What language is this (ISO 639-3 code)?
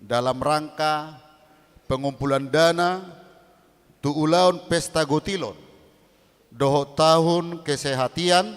bbc